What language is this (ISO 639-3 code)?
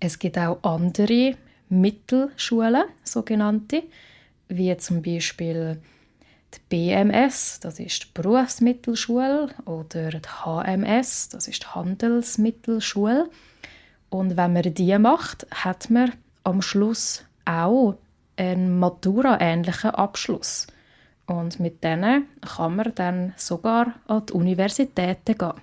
gsw